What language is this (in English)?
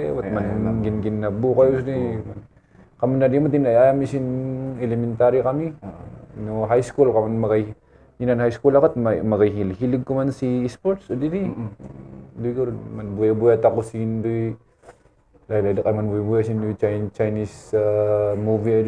Kankanaey